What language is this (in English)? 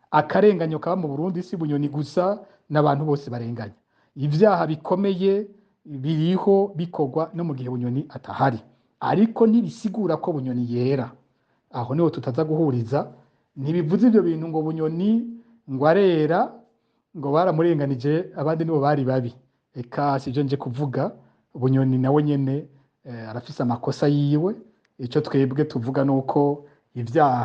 Rundi